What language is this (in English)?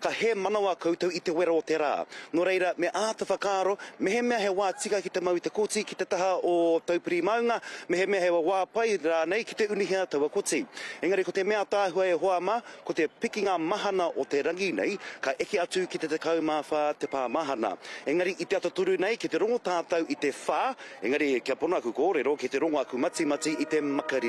Māori